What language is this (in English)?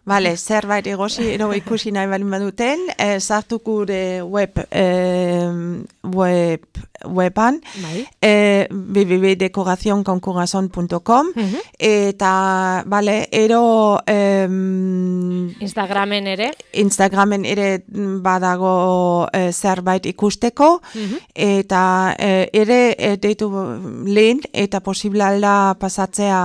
Basque